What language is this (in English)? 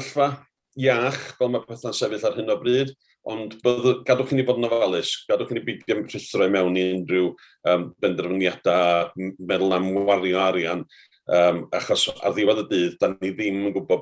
Welsh